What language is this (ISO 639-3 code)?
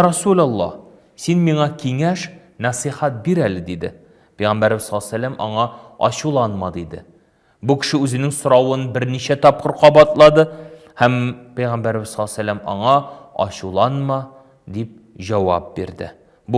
tat